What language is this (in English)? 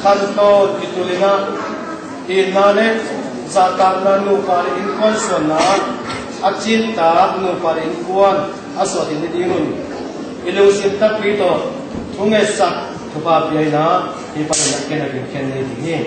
Tedim Chin